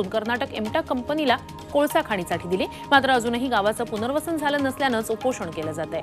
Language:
Marathi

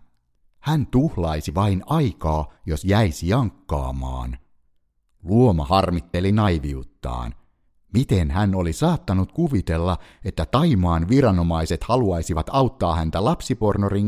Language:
Finnish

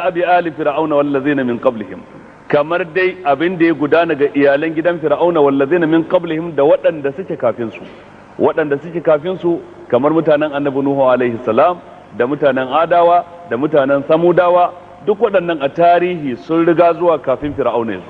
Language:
Hausa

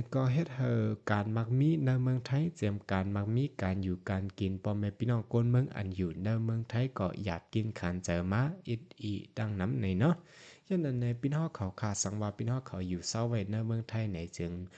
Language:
Shan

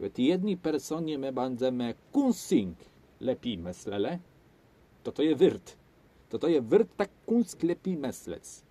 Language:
Kashubian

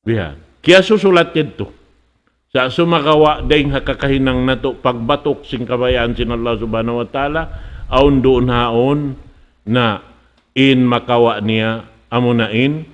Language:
Tausug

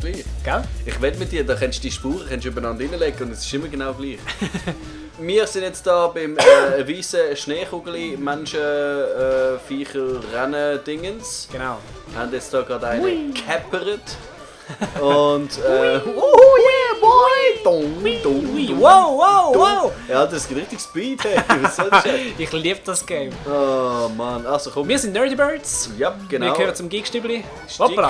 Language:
Swiss German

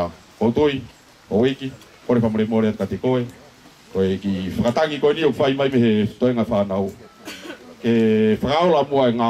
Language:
Tongan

